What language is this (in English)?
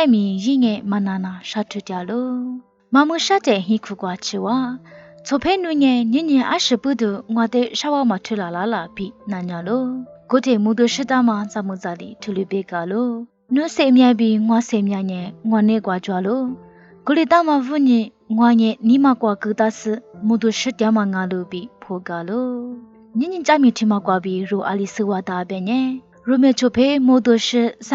Lisu